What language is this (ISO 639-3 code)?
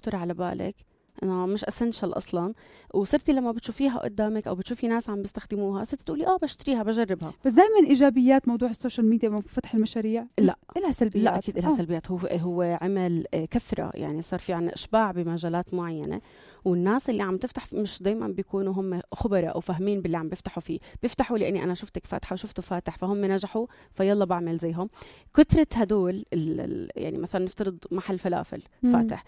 apc